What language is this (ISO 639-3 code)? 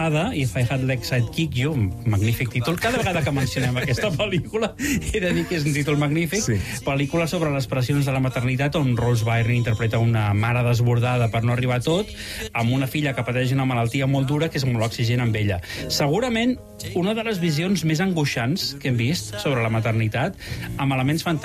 cat